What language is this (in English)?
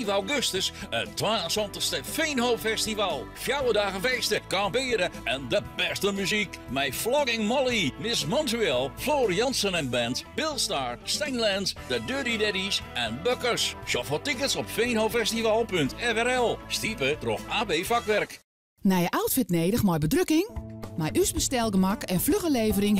Western Frisian